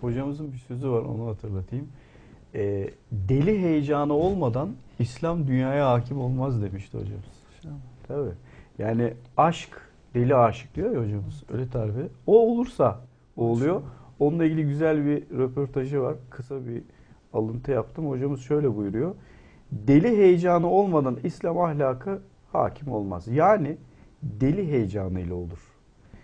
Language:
Turkish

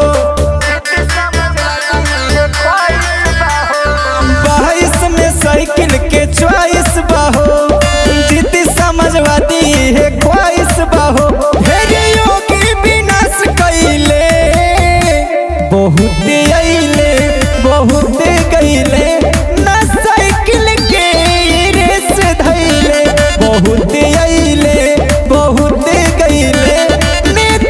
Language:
Bhojpuri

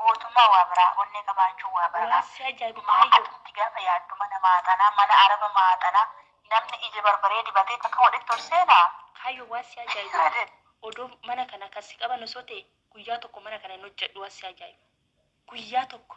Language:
Oromo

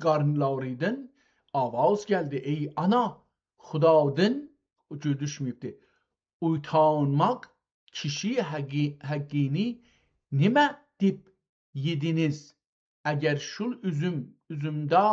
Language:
South Azerbaijani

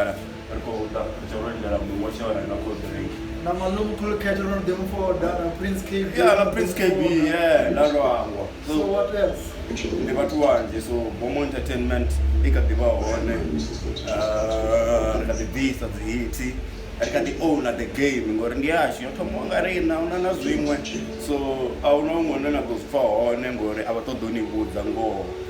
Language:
Venda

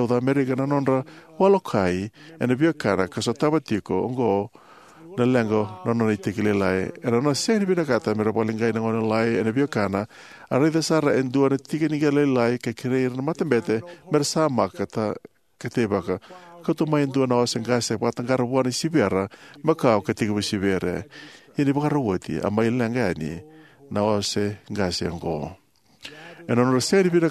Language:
Fijian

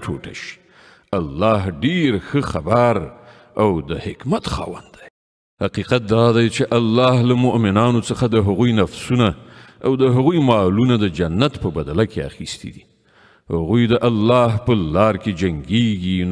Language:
Pashto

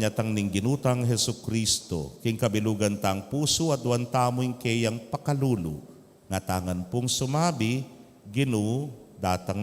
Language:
Pampanga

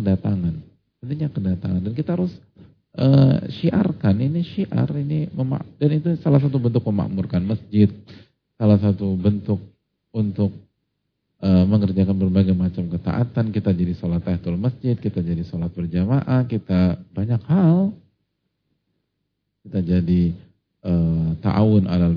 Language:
Indonesian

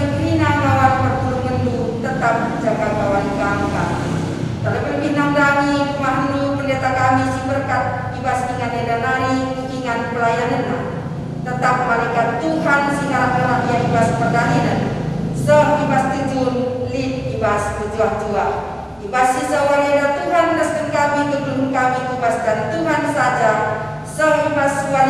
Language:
Batak Karo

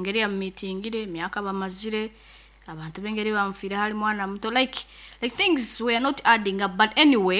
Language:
Nyankole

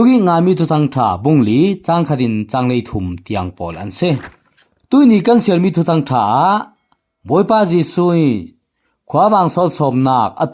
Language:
Falam Chin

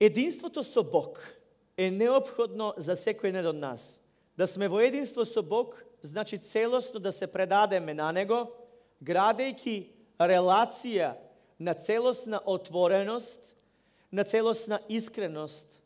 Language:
Macedonian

